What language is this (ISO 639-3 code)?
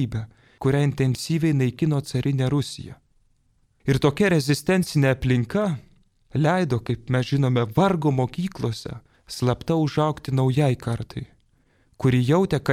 lit